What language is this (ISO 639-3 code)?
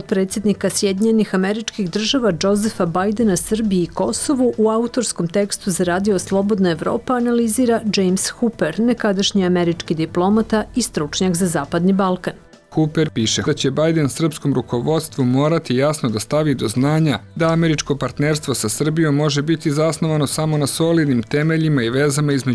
srp